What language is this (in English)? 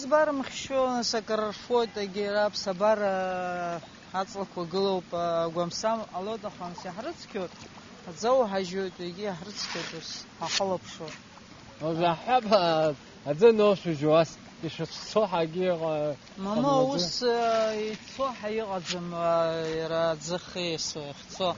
Abkhazian